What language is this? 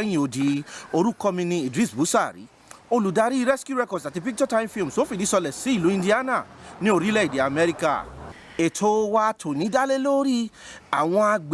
Yoruba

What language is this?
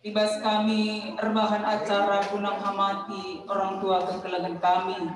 Batak Karo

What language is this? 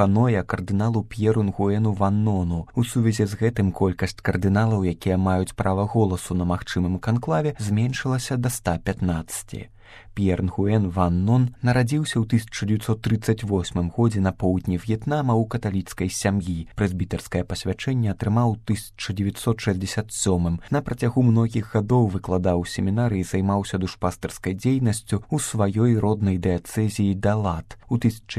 Belarusian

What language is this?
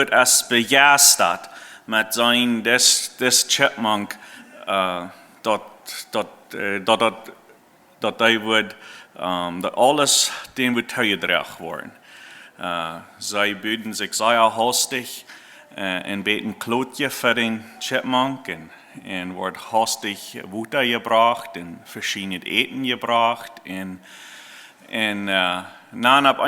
Plautdietsch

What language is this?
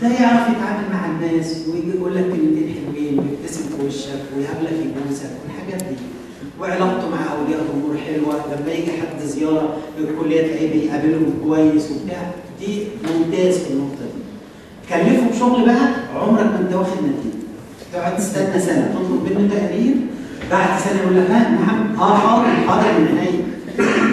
Egyptian Arabic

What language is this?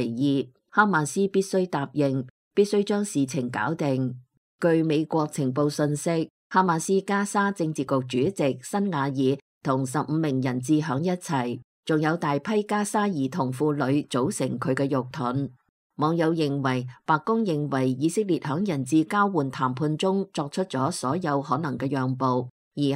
Cantonese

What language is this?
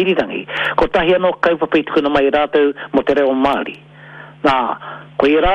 Māori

